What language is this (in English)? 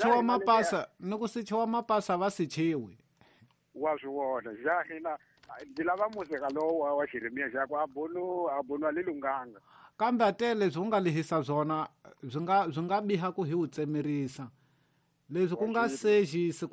Tsonga